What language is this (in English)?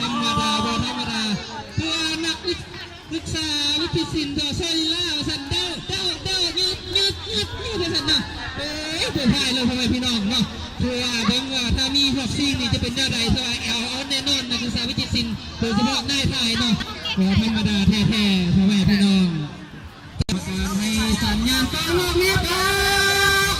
Lao